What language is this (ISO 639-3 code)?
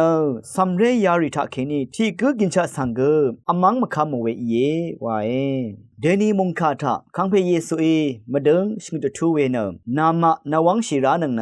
raw